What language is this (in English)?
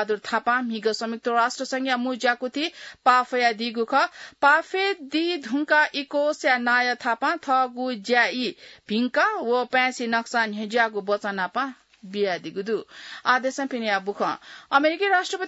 Newari